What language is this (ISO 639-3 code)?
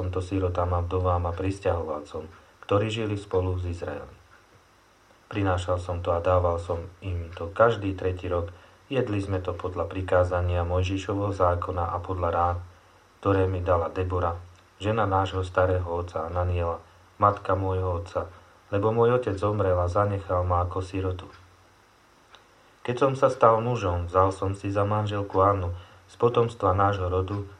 slk